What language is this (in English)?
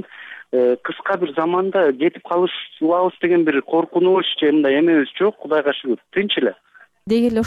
Kyrgyz